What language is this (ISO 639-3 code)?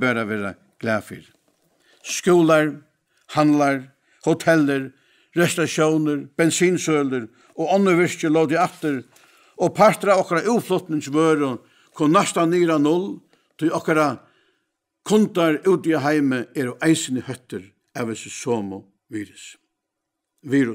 fao